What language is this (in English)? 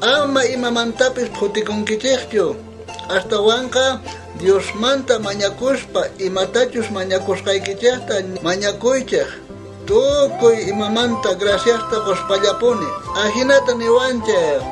South Bolivian Quechua